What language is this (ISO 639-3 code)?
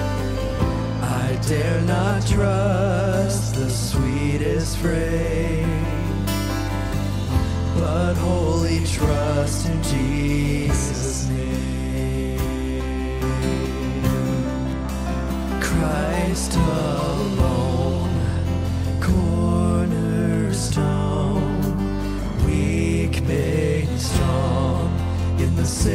eng